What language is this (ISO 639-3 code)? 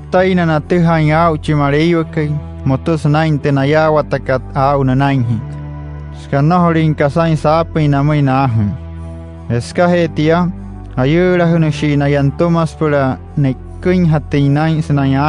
guc